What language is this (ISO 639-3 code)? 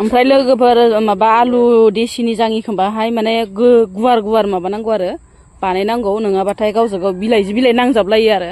brx